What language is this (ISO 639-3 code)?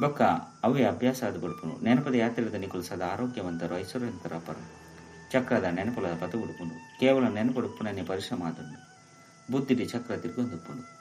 tcy